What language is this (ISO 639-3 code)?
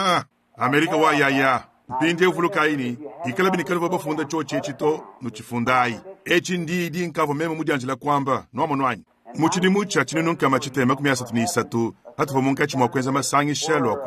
lua